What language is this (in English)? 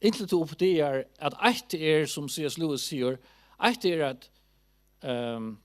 Faroese